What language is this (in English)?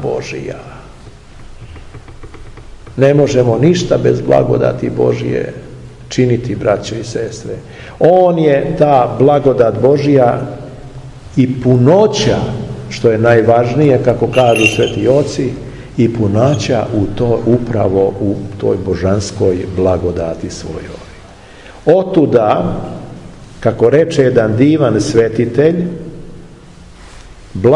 Serbian